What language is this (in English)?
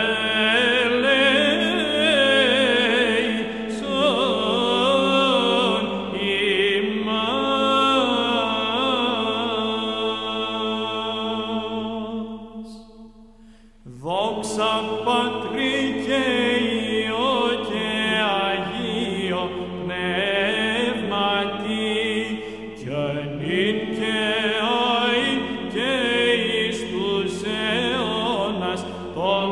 Greek